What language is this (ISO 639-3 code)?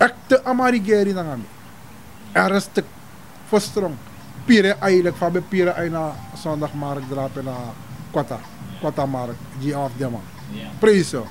srn